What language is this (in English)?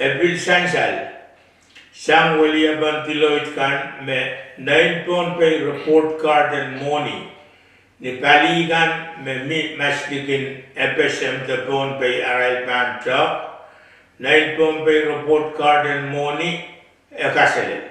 Pohnpeian